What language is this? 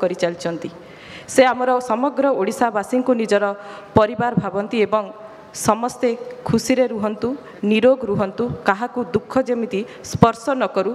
Odia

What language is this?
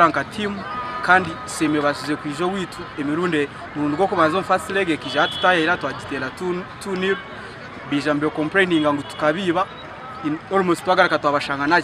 Nyankole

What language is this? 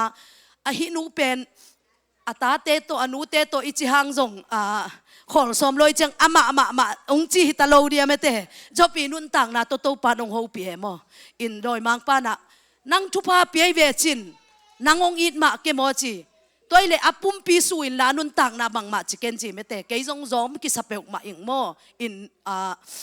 Tedim Chin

